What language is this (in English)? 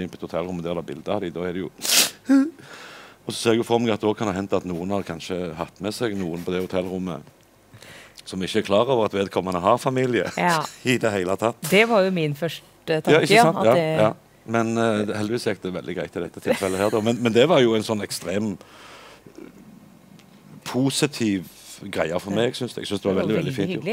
Norwegian